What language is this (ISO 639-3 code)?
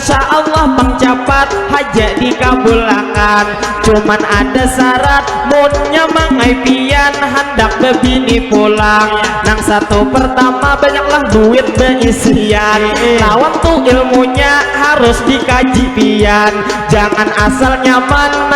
bjn